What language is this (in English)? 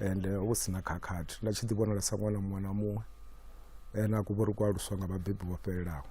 Venda